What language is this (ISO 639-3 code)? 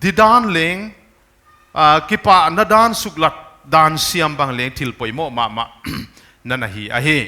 pck